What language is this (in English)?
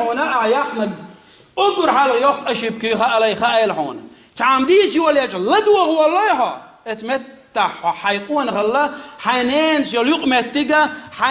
Chechen